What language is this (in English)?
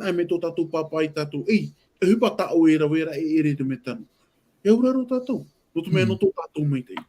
Tahitian